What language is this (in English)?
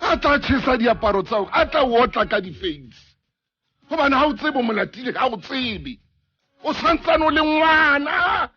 Southern Sotho